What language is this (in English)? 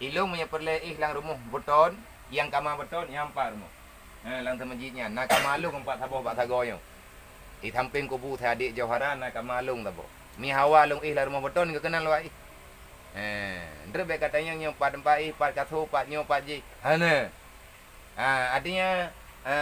Achinese